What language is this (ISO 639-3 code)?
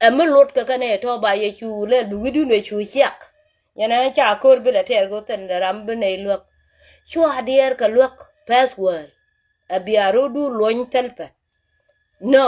nus